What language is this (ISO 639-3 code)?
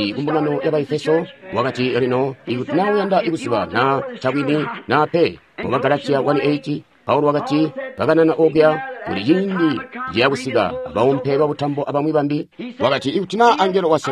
toi